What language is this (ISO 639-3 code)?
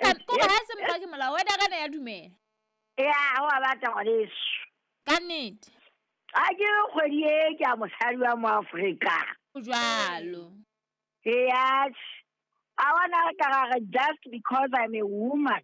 sot